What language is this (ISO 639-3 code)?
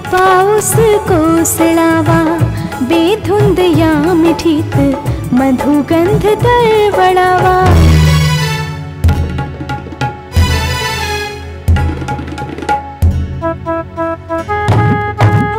mar